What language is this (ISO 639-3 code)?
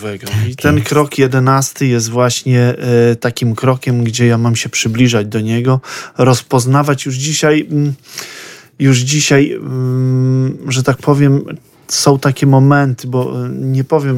pol